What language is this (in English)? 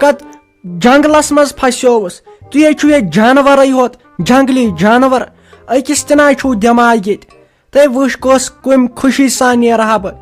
Kashmiri